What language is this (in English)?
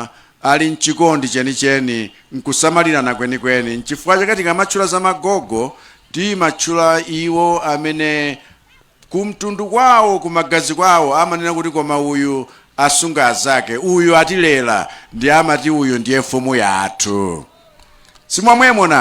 Nyanja